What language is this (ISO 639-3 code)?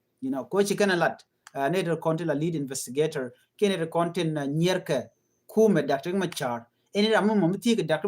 nus